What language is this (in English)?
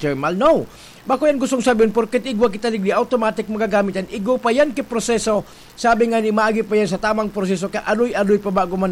Bikol